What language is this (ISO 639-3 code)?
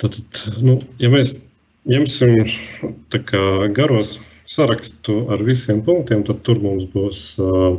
lav